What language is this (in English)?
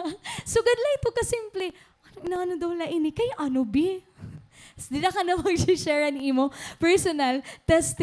Waray